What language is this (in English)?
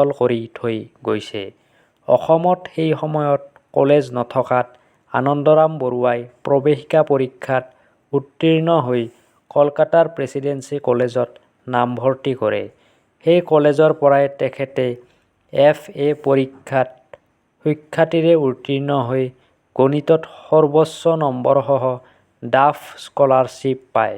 Assamese